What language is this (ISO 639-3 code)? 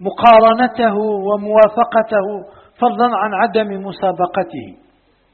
ara